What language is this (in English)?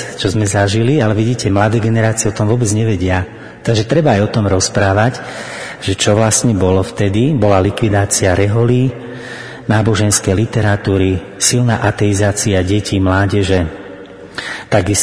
Slovak